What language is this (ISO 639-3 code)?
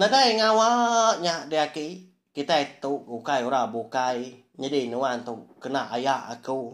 iba